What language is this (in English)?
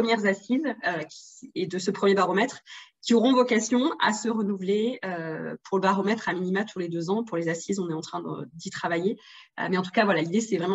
French